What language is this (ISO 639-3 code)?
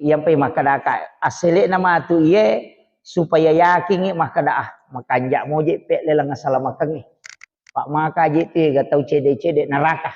bug